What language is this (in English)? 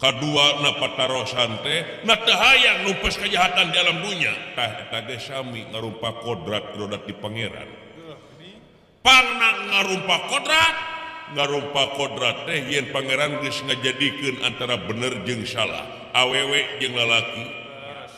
Sundanese